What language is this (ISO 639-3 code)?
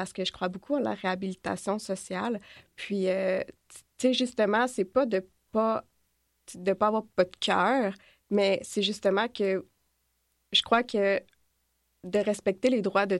fra